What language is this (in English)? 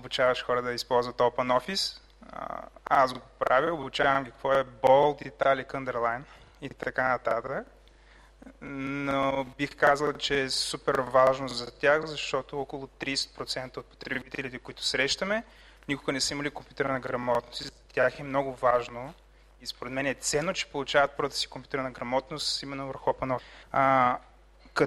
Bulgarian